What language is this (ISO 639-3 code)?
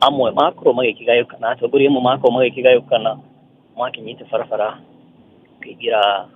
kik